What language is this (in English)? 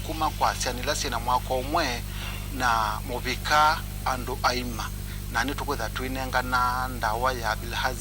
Kamba